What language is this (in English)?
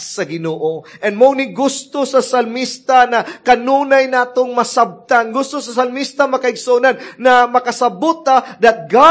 Cebuano